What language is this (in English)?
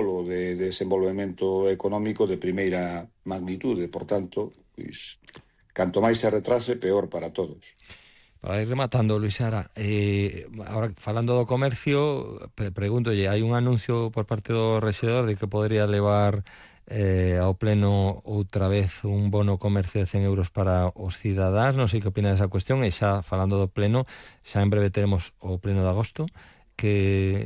Galician